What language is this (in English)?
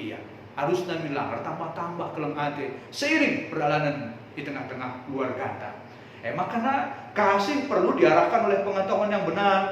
Batak Karo